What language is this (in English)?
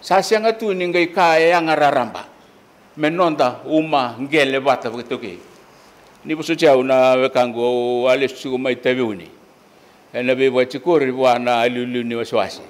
Fijian